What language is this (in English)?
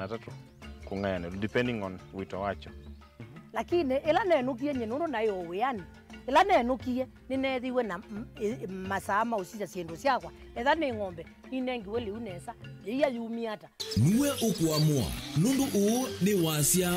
Kamba